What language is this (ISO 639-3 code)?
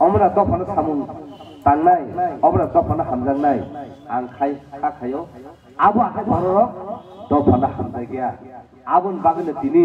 trp